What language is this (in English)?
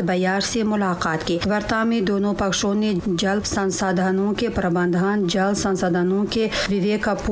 Tajik